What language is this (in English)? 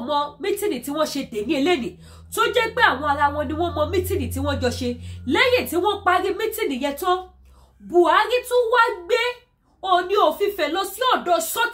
Yoruba